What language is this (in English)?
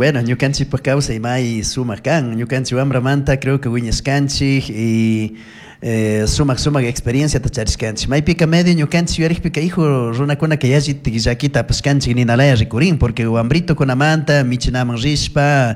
Chimborazo Highland Quichua